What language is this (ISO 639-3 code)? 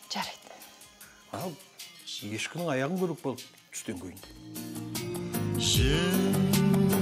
kaz